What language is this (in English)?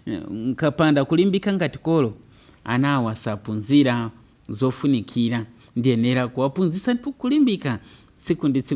Nyanja